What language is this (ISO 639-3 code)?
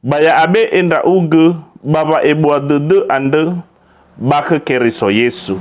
nia